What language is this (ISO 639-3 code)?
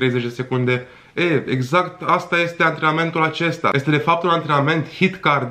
ron